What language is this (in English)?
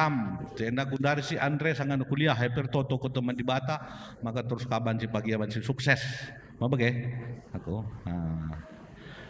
Batak Karo